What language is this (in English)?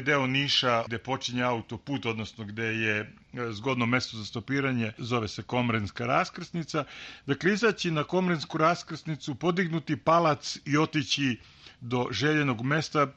Serbian